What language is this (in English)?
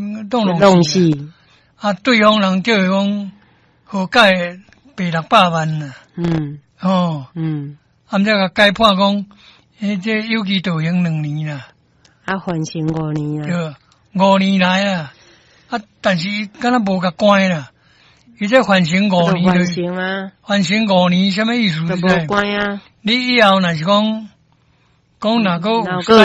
Min Nan Chinese